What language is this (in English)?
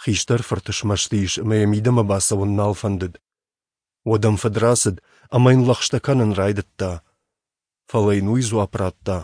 Ossetic